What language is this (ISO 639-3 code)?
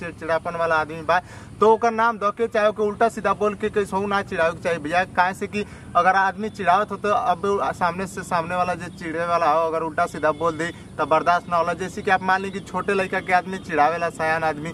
bho